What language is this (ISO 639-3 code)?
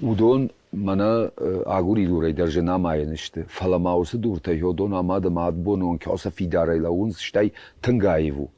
oss